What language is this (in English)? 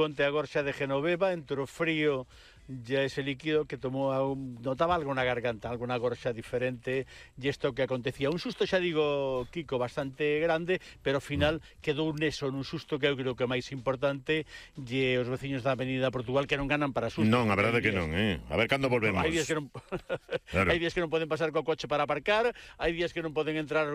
Galician